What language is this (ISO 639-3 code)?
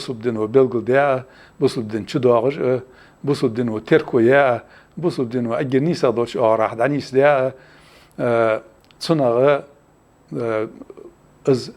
inh